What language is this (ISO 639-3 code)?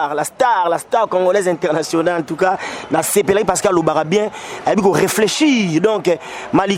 lin